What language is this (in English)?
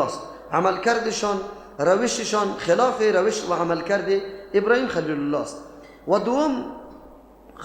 Persian